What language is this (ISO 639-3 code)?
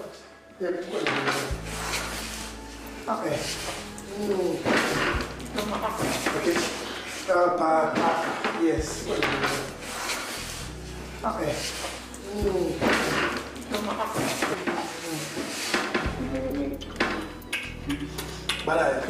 swa